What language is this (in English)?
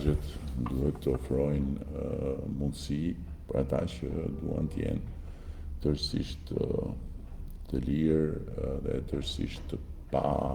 Albanian